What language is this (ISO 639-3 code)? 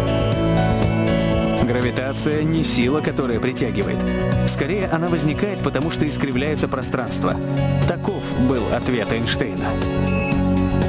rus